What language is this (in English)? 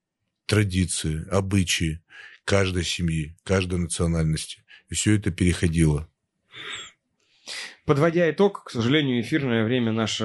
Russian